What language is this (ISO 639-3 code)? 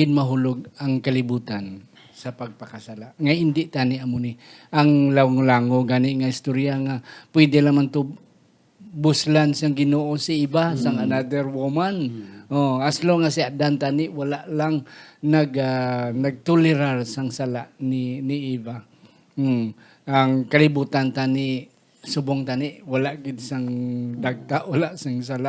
hil